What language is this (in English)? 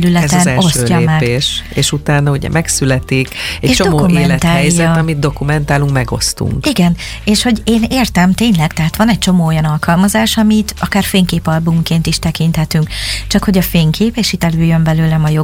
Hungarian